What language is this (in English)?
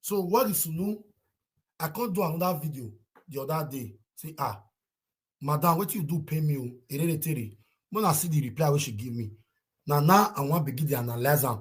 Nigerian Pidgin